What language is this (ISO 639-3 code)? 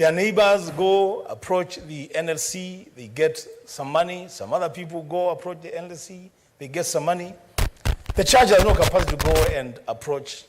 kam